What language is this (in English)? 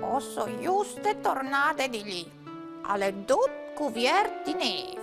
Friulian